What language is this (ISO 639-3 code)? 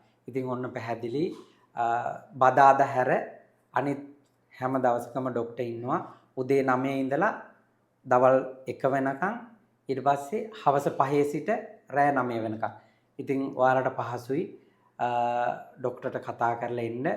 sin